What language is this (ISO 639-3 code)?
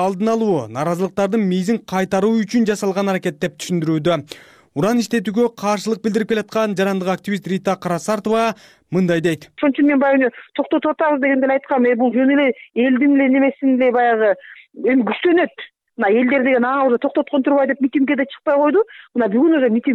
kir